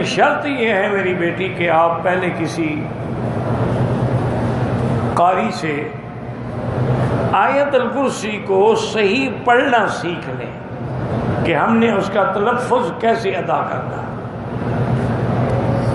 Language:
Urdu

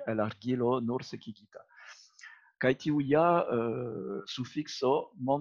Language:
Esperanto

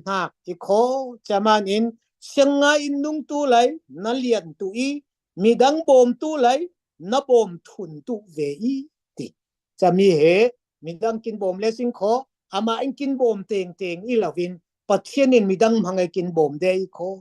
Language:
Falam Chin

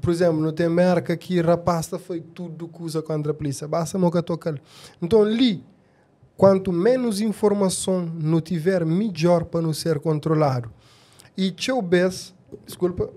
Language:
Kabuverdianu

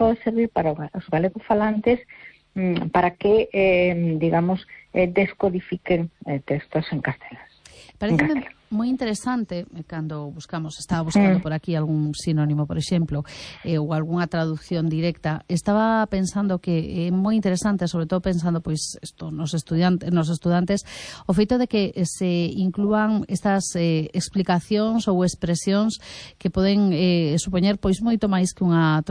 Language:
Galician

